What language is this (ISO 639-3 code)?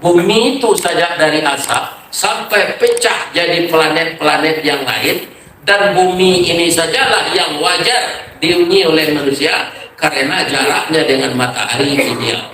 min